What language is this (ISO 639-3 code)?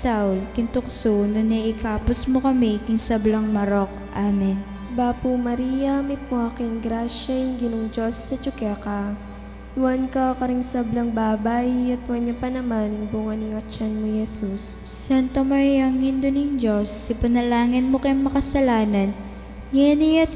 pam